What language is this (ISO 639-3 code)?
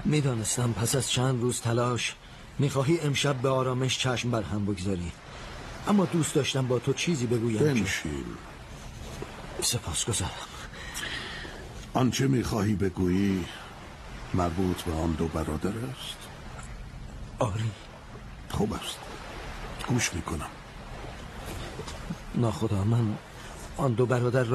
fas